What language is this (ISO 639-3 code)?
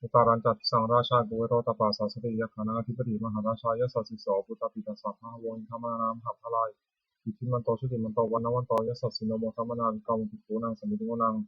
pli